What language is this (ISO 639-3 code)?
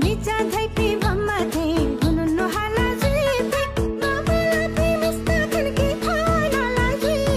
new